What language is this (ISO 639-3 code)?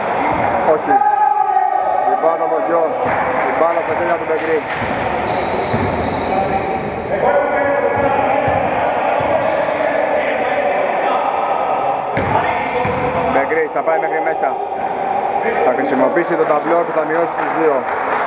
ell